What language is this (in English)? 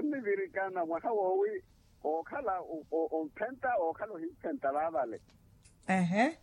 Makhuwa